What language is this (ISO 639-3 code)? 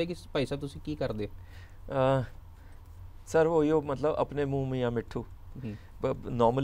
pan